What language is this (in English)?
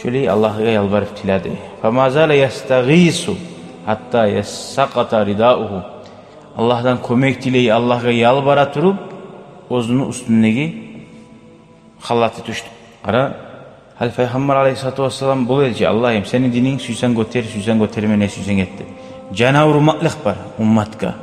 Kumyk